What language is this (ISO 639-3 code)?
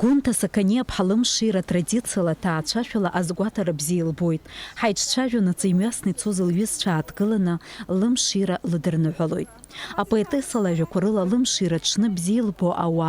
abk